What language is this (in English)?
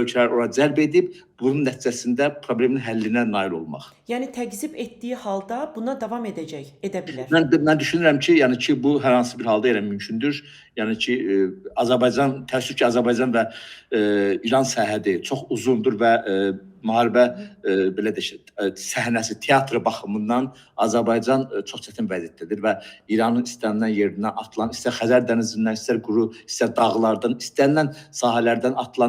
Azerbaijani